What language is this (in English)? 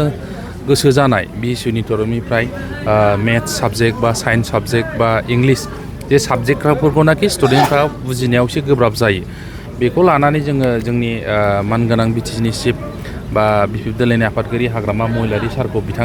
Bodo